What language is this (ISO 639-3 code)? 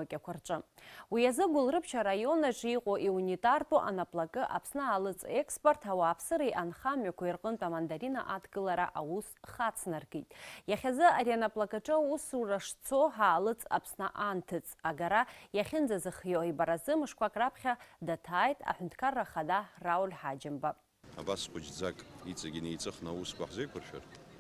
abk